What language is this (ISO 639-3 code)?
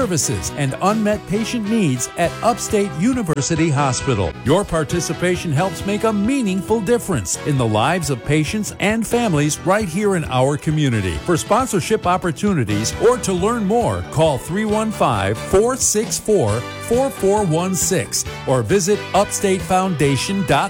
eng